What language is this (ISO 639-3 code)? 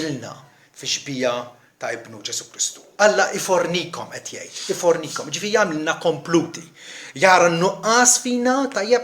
mlt